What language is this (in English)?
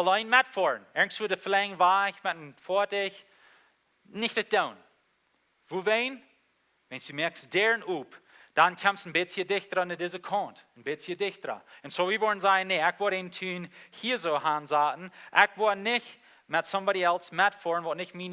Plautdietsch